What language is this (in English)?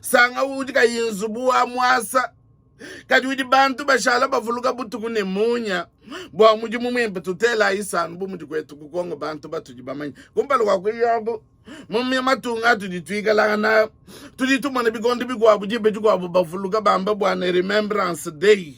Luba-Lulua